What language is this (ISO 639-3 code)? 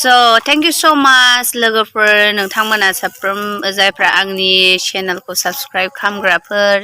brx